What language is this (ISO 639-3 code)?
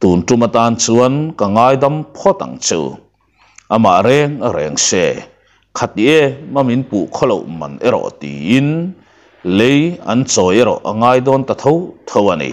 lus